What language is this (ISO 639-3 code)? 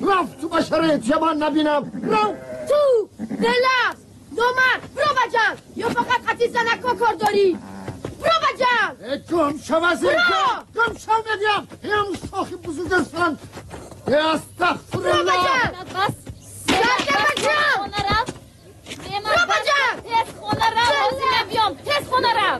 tgk